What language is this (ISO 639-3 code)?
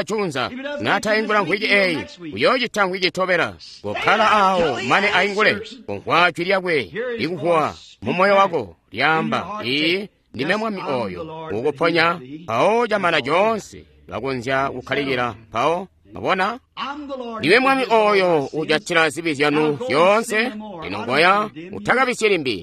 toi